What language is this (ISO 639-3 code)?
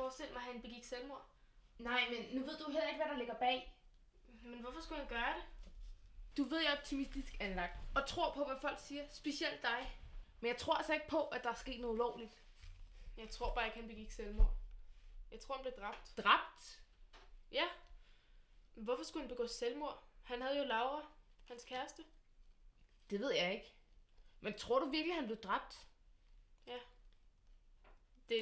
dan